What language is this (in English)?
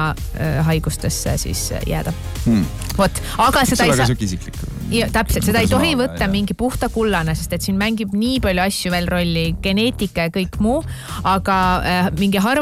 Estonian